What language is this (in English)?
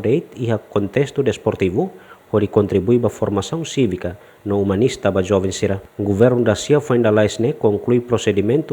Tetum